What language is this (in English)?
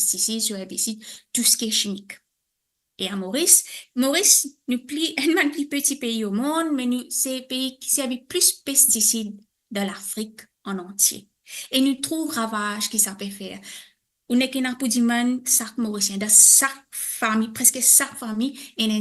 Morisyen